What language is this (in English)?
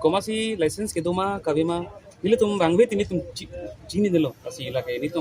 Karbi